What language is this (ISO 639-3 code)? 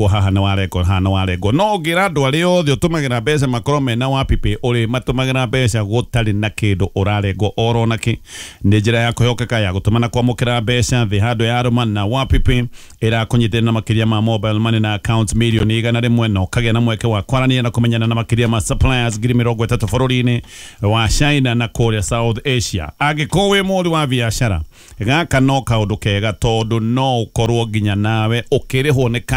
kik